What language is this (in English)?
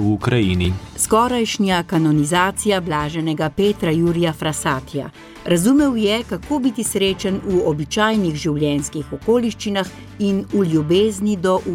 Slovenian